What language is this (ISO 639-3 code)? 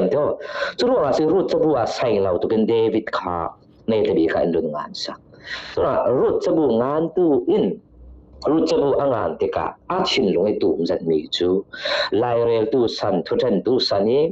cfm